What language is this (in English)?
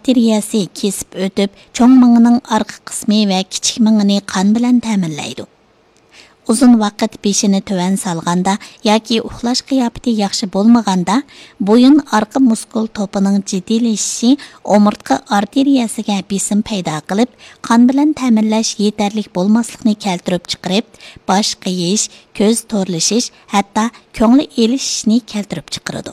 Uyghur